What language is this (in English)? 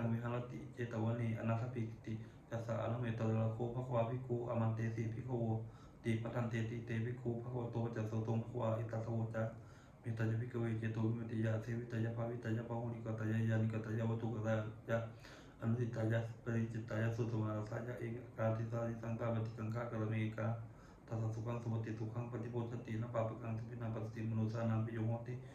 Pali